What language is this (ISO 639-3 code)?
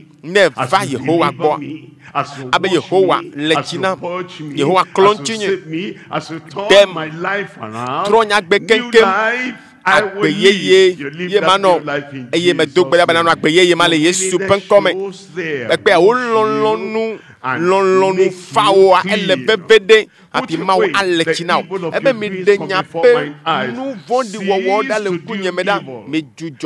ewe